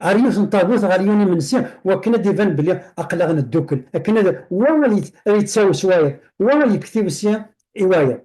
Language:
Kabyle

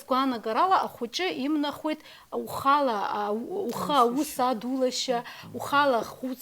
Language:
Abkhazian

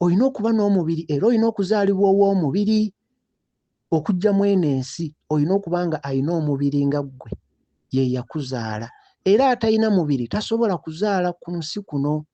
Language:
Ganda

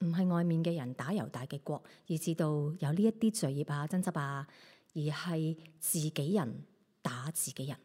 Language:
Cantonese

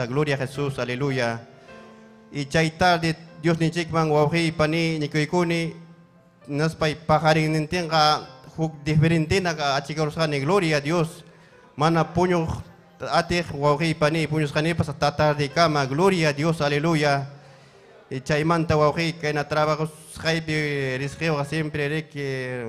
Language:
Ayacucho Quechua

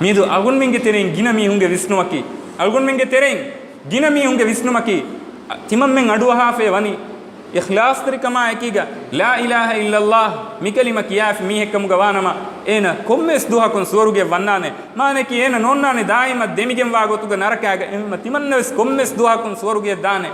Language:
Divehi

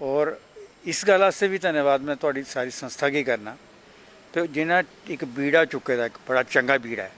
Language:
Dogri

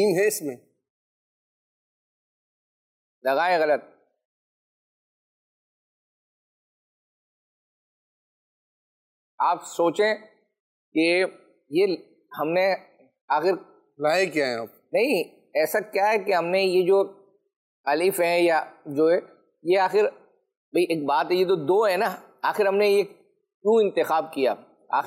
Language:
Urdu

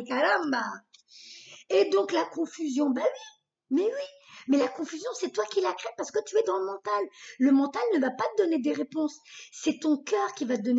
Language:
French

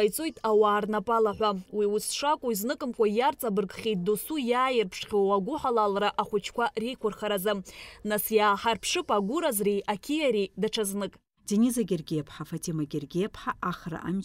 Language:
Abkhazian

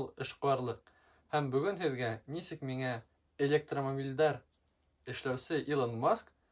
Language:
Bashkir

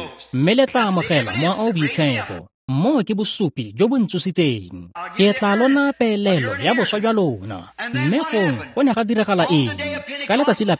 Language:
Tswana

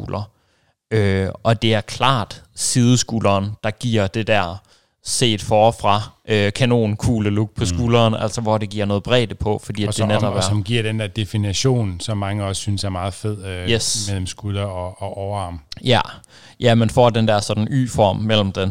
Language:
Danish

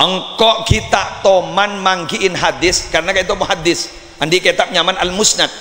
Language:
Madurese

